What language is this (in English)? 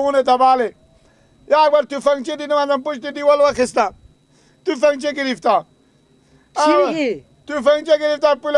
Persian